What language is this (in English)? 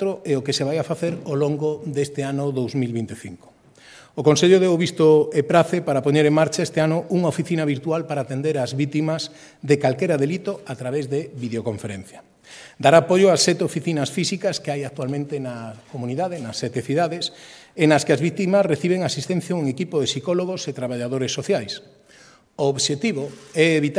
Galician